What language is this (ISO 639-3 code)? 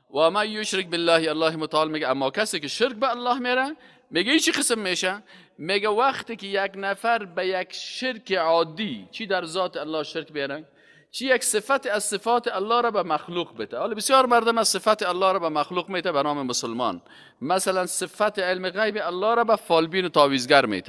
fas